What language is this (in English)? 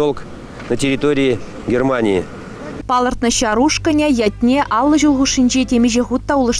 Chuvash